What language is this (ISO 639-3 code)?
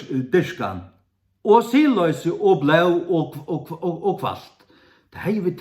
fao